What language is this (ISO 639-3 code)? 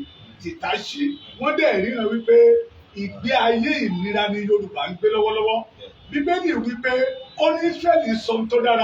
yor